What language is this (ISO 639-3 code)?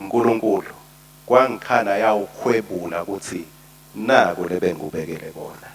ssw